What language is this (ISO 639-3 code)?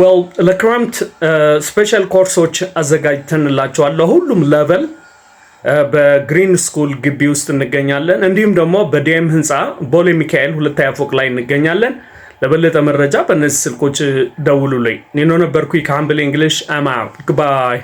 amh